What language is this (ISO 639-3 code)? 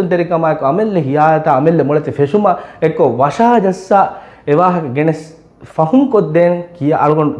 div